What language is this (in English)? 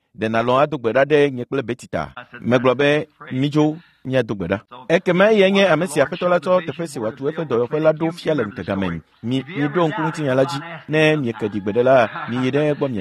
Ewe